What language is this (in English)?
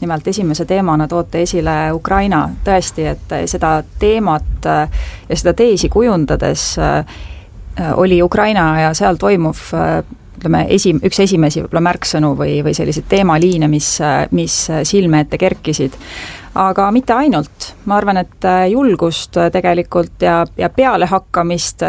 Estonian